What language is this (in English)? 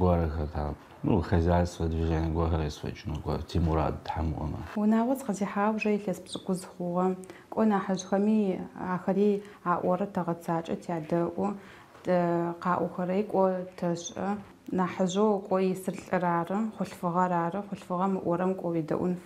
Adyghe